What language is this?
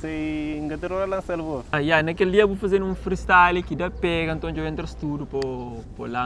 Kabuverdianu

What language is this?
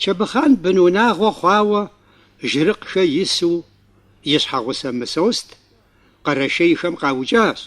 Kabardian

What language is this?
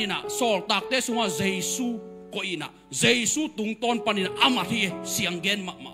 Tedim Chin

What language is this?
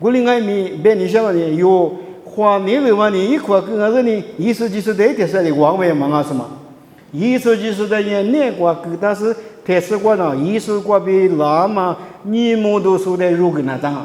Lisu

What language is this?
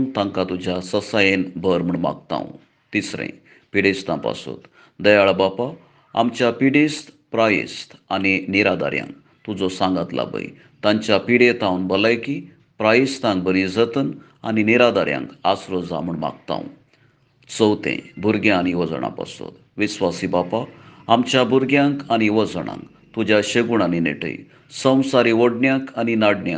Konkani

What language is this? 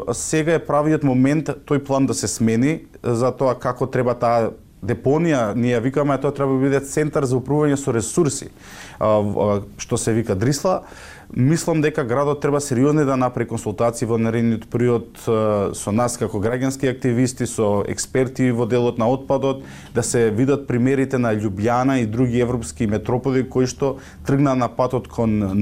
Macedonian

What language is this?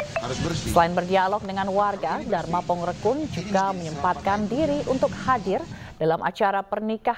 Indonesian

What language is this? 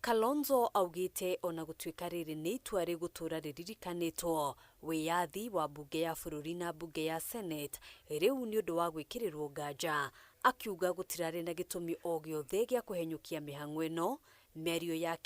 Kikuyu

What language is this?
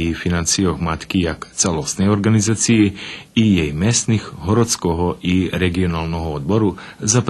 Rusyn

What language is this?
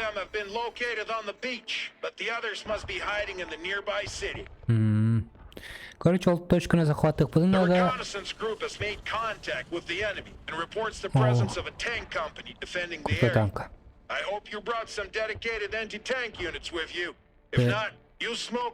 Yakut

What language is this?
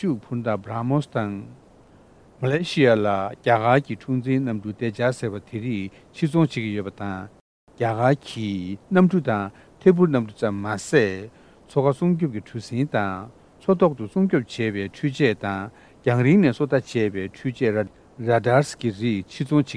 Tibetan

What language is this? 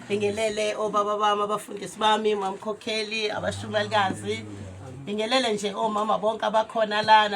Zulu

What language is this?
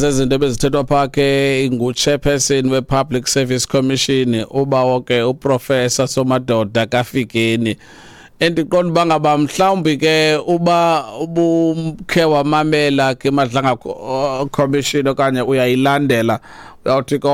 Xhosa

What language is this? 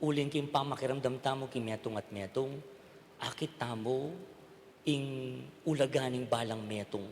Pampanga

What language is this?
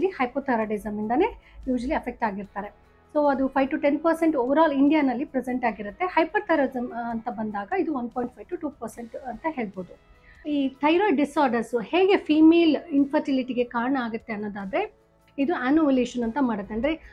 Kannada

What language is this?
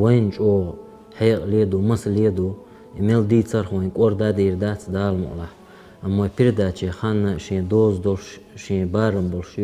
Chechen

